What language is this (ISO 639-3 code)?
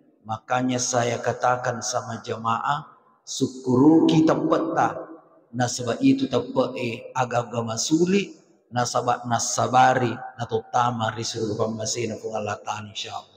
bug